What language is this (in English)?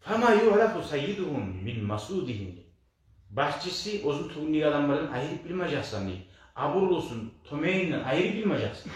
Kumyk